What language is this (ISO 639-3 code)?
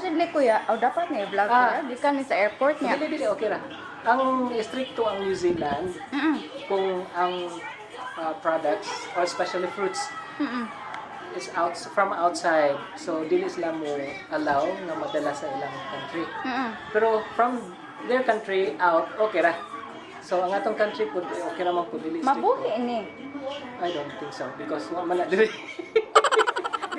ceb